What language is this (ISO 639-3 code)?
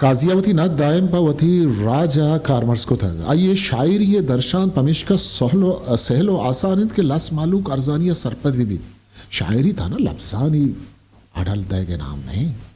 bgp